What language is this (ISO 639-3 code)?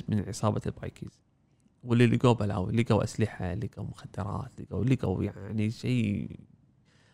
afb